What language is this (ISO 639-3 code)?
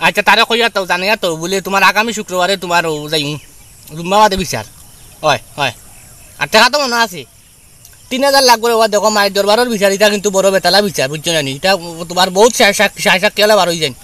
syl